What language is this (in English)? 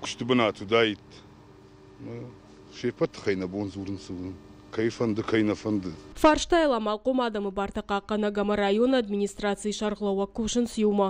Ossetic